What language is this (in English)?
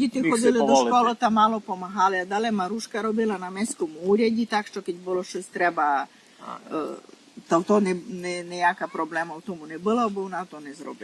Rusyn